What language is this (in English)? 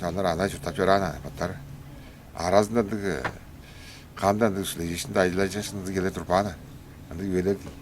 Tuvinian